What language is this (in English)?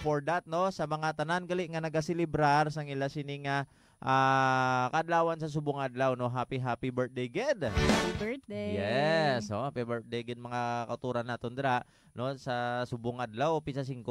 Hiligaynon